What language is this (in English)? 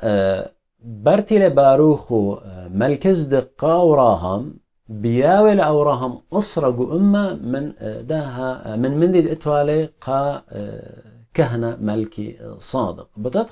Assyrian Neo-Aramaic